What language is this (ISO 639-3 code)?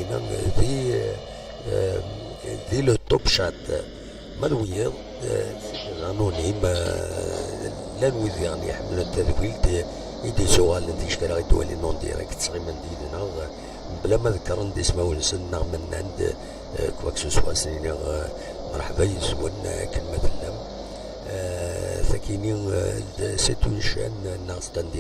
kab